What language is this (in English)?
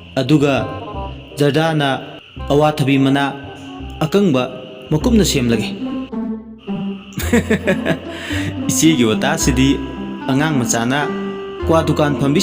Manipuri